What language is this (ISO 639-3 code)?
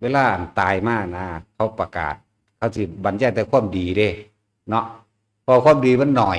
tts